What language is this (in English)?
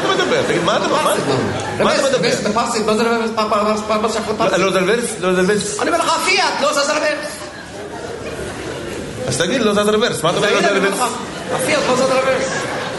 Hebrew